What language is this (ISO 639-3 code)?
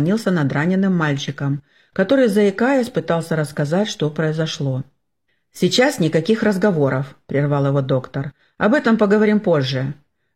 rus